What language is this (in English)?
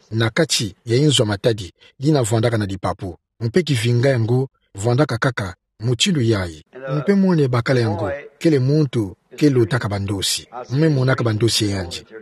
Kituba (Democratic Republic of Congo)